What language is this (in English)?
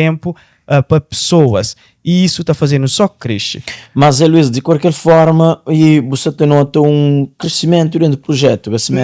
Kabuverdianu